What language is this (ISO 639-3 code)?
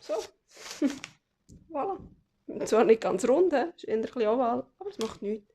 gsw